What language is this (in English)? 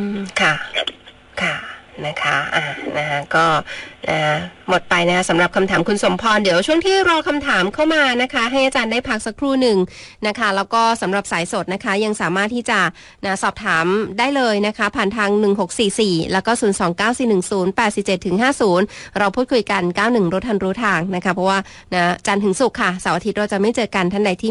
Thai